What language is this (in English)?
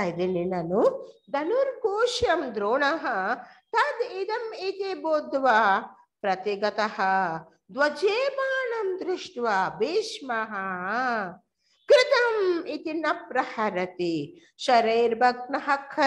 Kannada